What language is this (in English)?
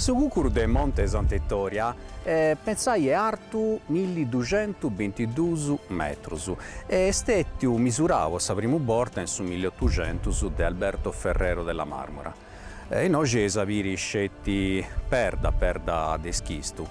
Sardinian